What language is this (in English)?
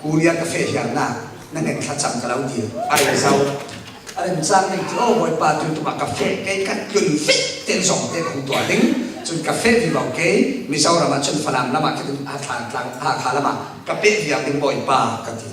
Falam Chin